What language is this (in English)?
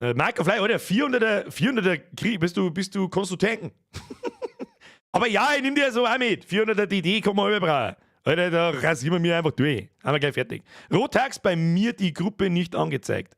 Bavarian